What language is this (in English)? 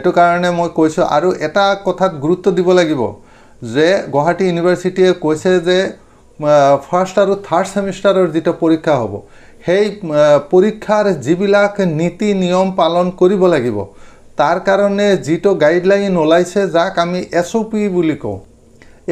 Assamese